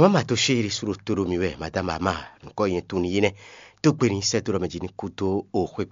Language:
Fon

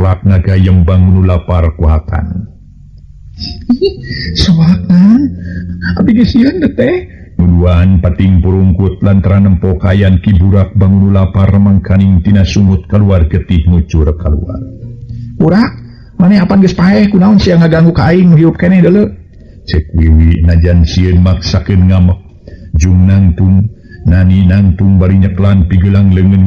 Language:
Sundanese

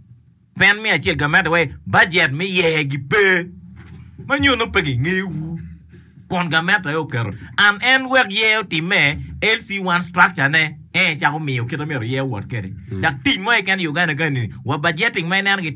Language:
Acoli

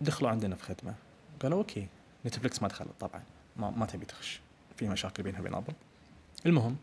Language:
Najdi Arabic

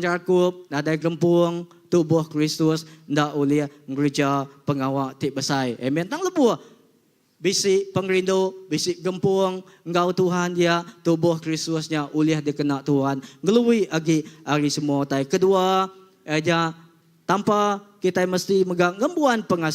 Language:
Iban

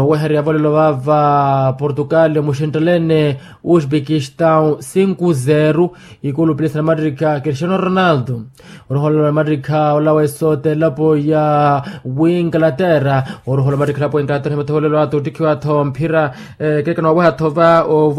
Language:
Makhuwa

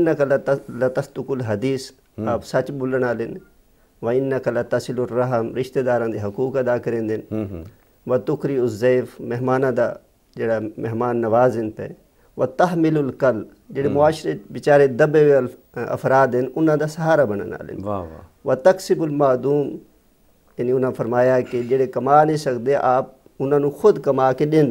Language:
Saraiki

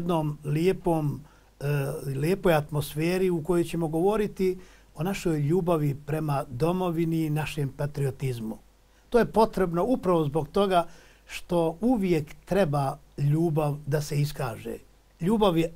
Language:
Bosnian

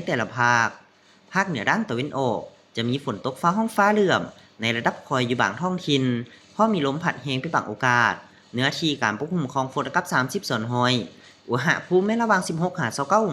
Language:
Lao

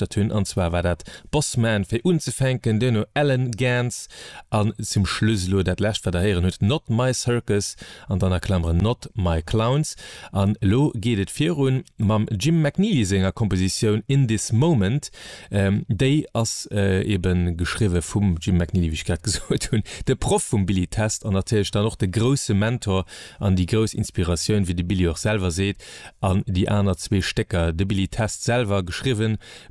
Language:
Luxembourgish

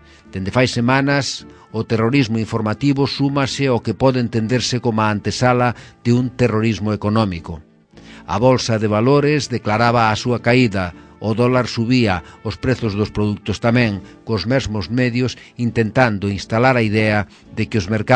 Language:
Galician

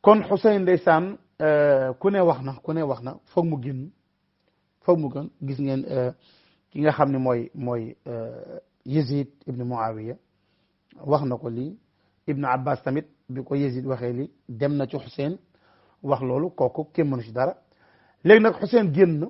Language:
Wolof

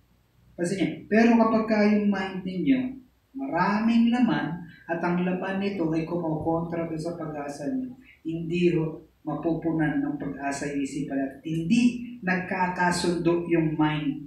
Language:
Filipino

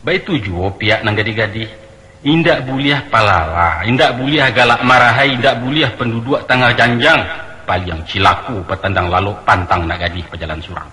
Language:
Minangkabau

